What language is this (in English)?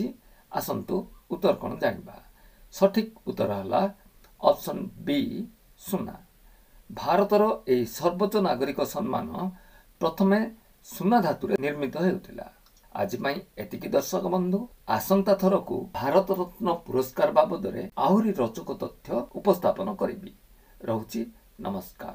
Odia